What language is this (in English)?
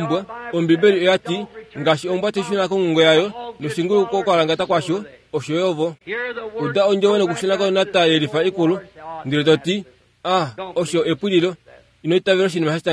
Kuanyama